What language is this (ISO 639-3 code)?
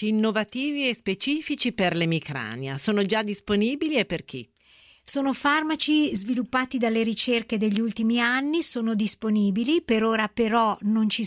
ita